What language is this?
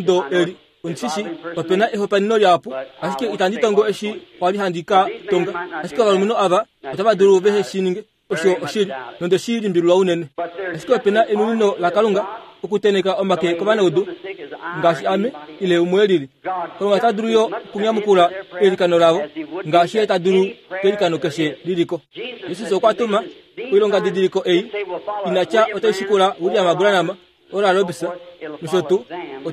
Kuanyama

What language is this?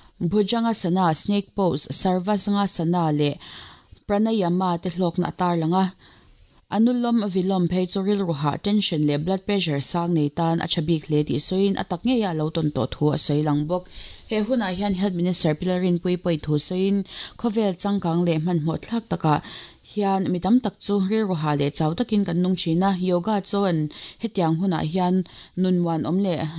Mizo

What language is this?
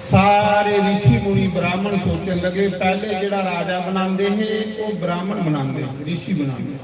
Dogri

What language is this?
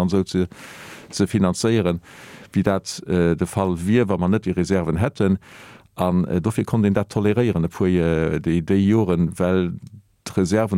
Luxembourgish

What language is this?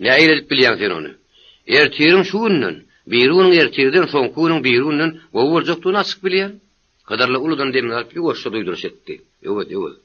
Turkmen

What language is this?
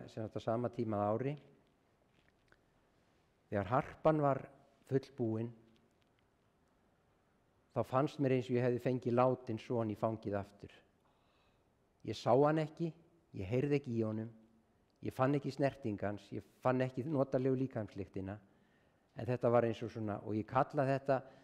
Icelandic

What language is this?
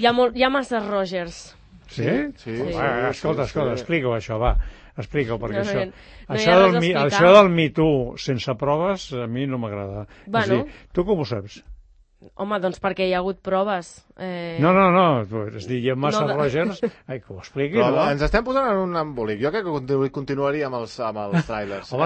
Catalan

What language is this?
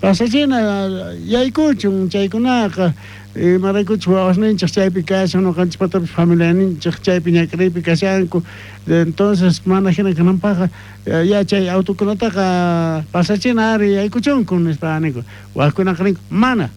South Bolivian Quechua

